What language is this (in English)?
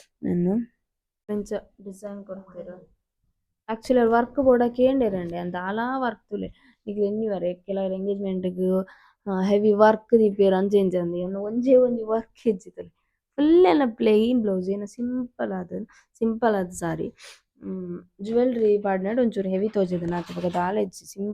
Tulu